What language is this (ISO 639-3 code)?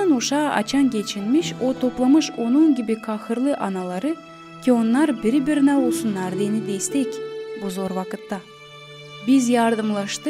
gag